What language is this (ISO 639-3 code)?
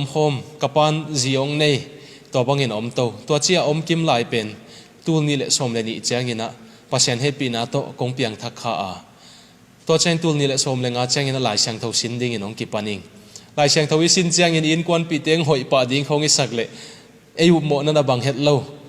ctd